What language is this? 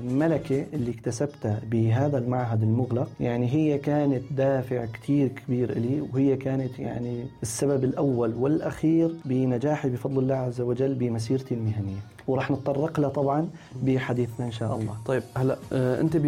North Levantine Arabic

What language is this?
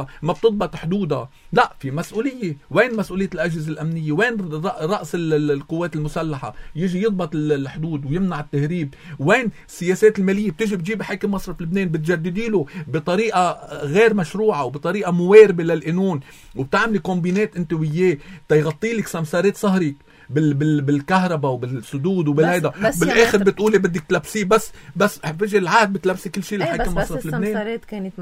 North Levantine Arabic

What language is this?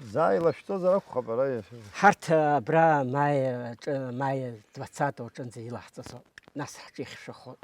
Abkhazian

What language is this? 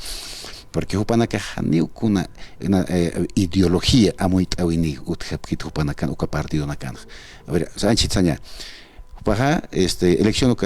Aymara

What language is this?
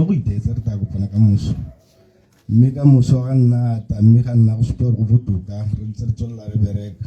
Tswana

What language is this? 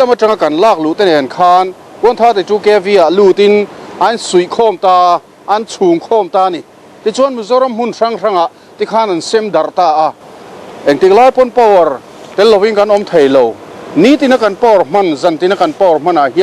Mizo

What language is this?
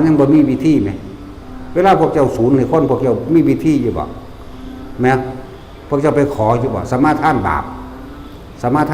Lao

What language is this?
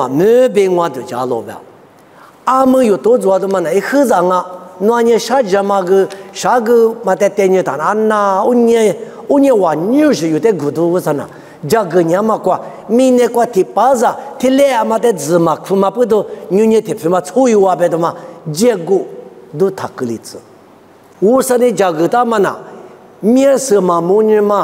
Lisu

